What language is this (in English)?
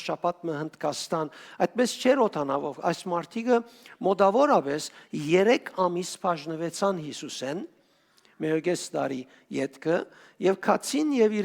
Western Armenian